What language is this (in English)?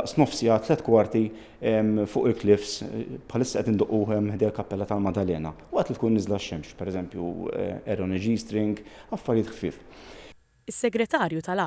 Maltese